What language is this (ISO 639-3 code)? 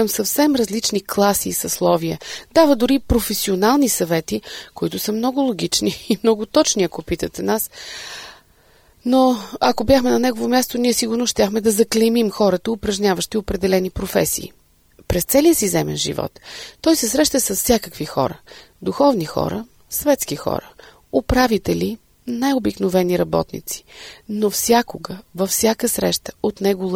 bul